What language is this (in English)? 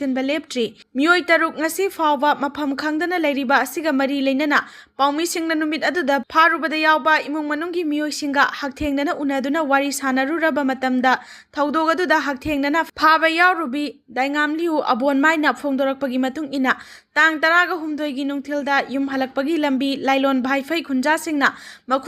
Manipuri